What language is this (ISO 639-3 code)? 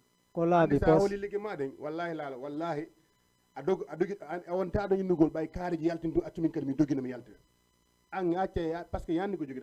ful